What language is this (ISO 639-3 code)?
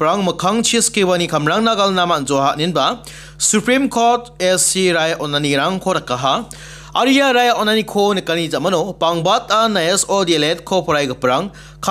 grt